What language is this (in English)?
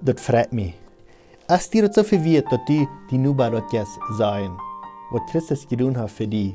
Plautdietsch